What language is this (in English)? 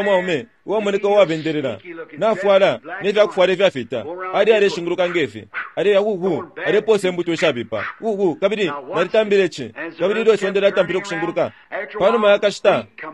Bemba